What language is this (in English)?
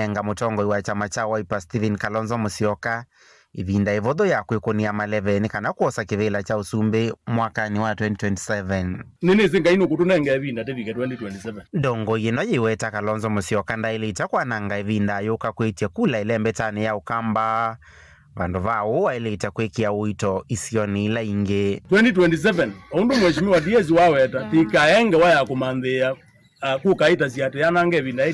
Kamba